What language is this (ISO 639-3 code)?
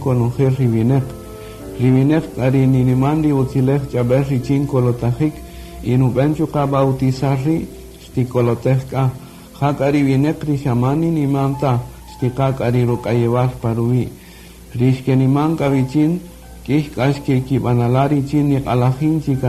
cak